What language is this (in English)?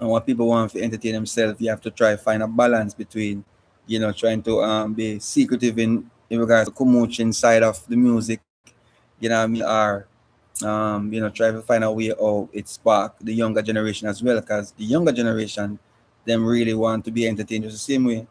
Jamaican Creole English